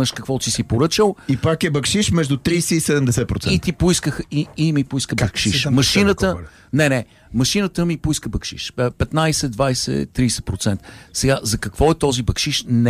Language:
Bulgarian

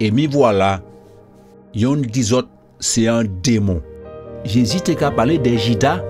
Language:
Guadeloupean Creole French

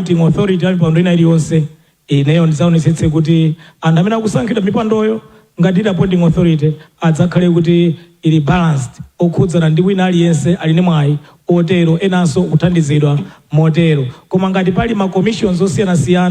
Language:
Nyanja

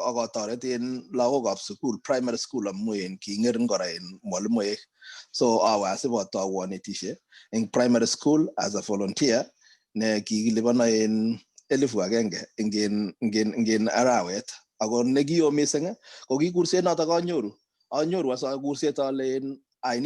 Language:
Kalenjin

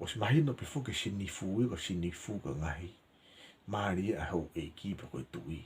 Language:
Tongan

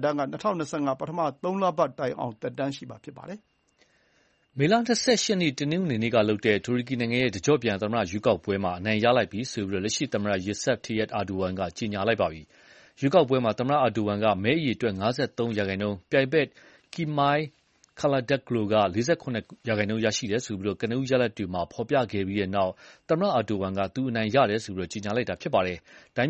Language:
Burmese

